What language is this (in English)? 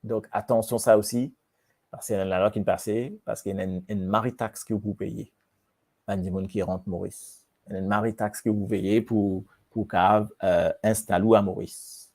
Morisyen